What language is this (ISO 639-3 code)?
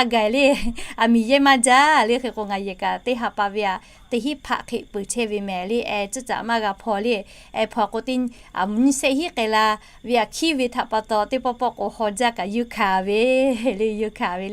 lhu